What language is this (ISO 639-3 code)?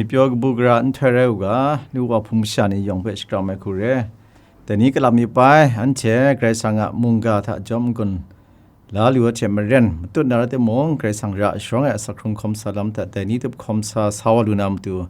kac